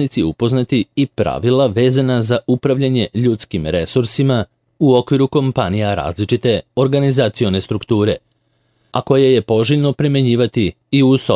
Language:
Serbian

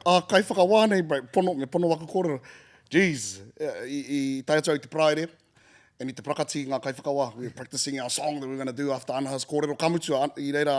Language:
Māori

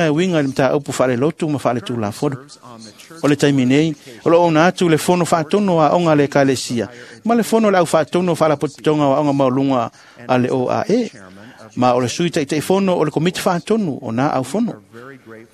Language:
Samoan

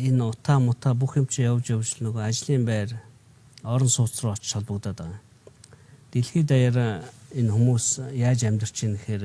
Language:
Mongolian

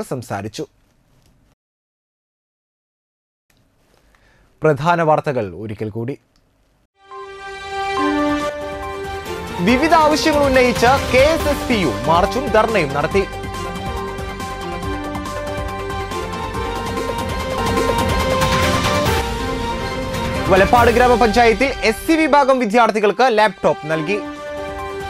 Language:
Malayalam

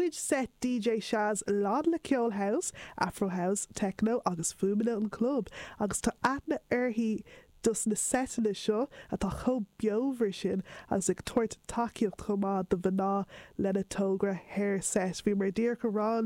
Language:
Irish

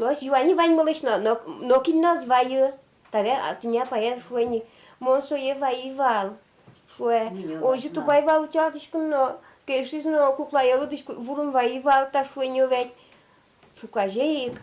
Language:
Udmurt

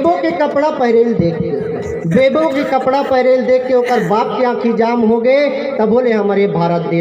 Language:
Chhattisgarhi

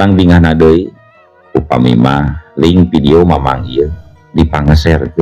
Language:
Sundanese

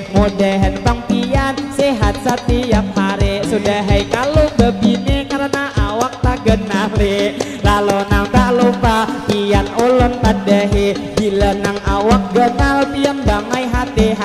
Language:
Banjar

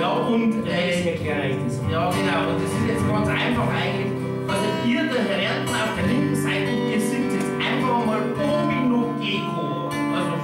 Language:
Bavarian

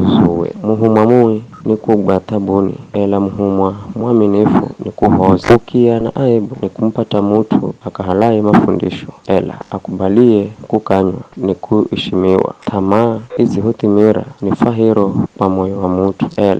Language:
Giryama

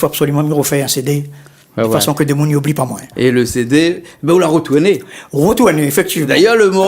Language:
Réunion Creole French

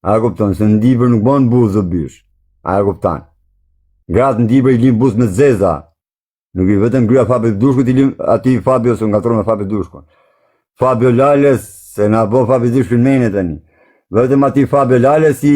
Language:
Albanian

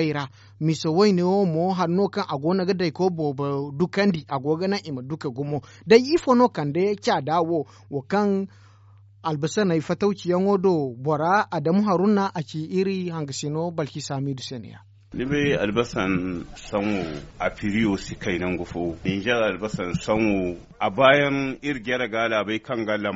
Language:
Zarma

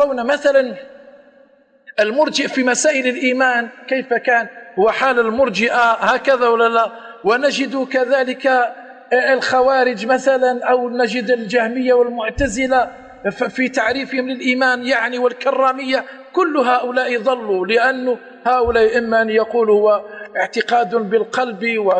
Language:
Arabic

